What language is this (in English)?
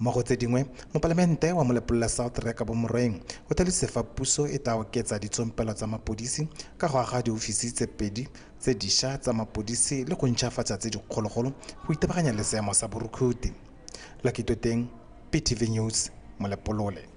Tswana